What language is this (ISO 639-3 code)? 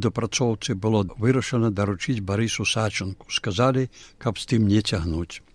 bel